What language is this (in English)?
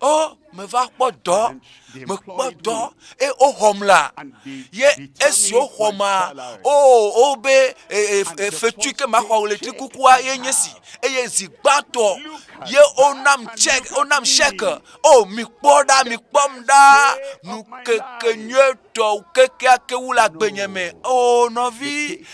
Ewe